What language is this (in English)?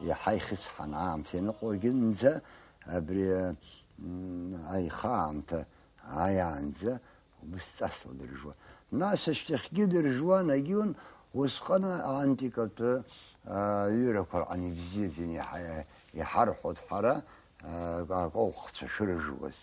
Abkhazian